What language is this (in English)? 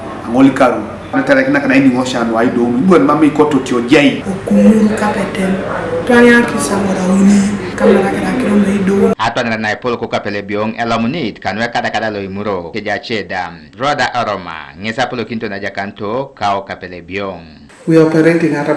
Teso